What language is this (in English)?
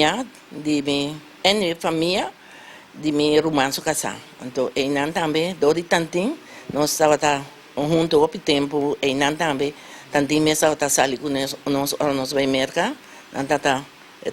Papiamento